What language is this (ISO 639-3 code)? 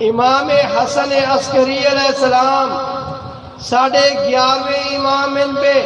skr